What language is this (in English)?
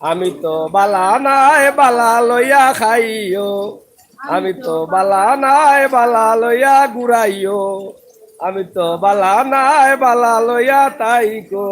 Sylheti